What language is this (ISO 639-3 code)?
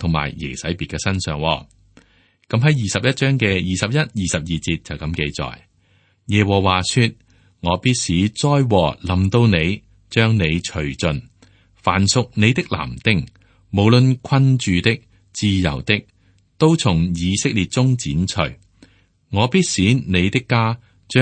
yue